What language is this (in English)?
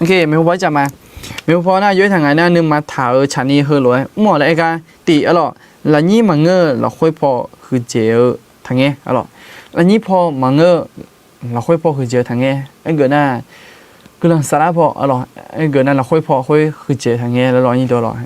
Akha